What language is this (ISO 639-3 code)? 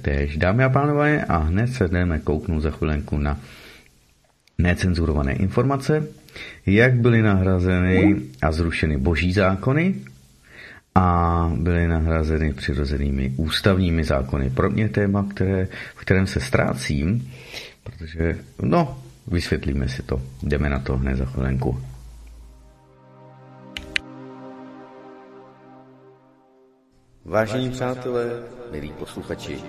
ces